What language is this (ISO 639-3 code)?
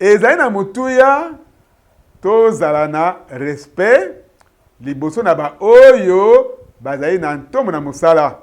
lin